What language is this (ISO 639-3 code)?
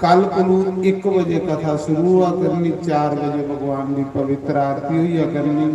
doi